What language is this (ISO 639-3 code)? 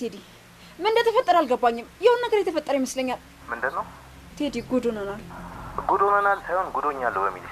amh